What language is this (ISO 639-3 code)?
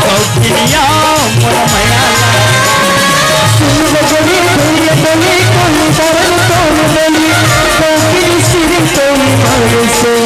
hne